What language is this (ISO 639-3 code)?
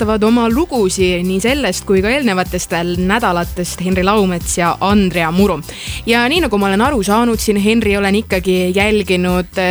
est